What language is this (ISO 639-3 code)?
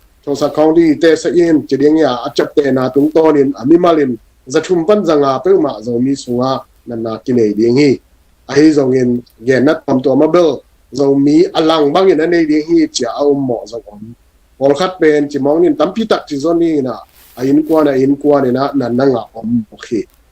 ctd